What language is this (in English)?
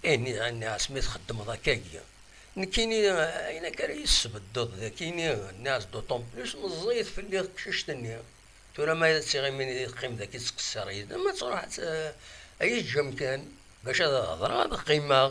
Kabyle